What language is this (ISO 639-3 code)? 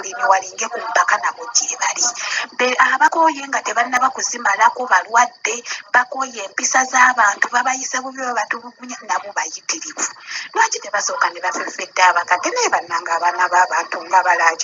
lug